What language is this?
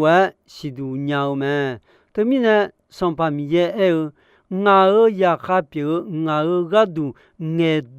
Akha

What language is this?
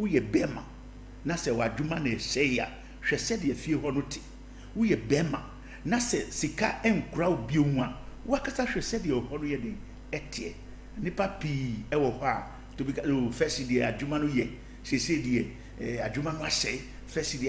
Akan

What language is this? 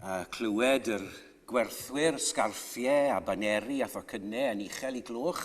Welsh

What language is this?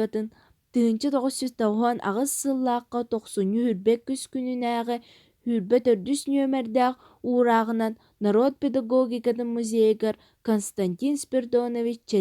Yakut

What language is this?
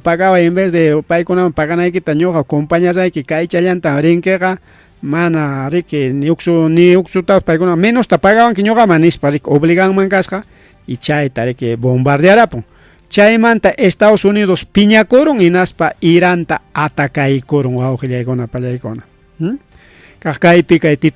Ayacucho Quechua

